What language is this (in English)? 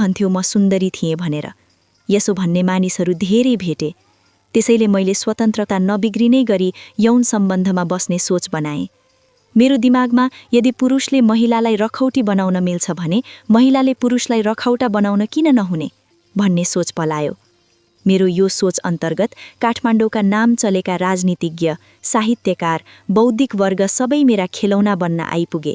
Nepali